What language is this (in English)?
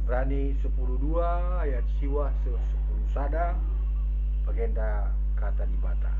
Batak Karo